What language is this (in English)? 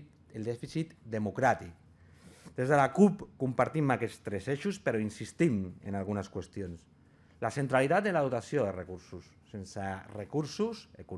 Catalan